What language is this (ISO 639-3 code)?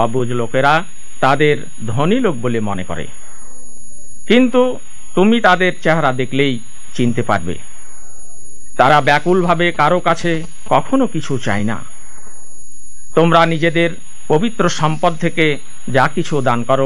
ben